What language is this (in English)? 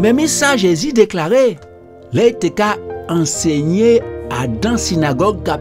Guadeloupean Creole French